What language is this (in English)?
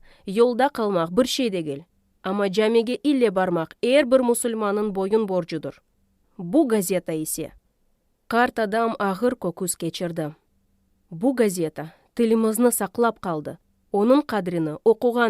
Crimean Tatar